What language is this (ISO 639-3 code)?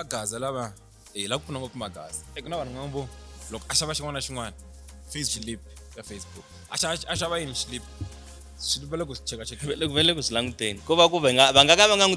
tso